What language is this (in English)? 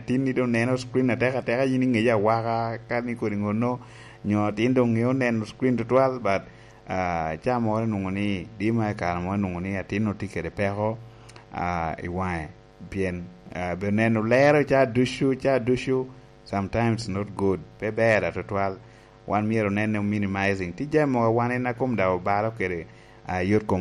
Lango (Uganda)